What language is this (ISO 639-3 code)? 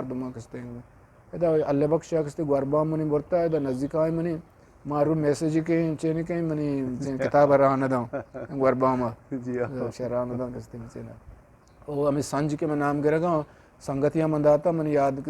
bgp